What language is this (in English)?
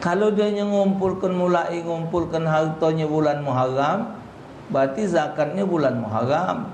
Musi